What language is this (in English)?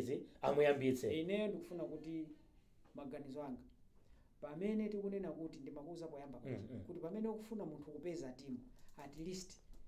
Nyanja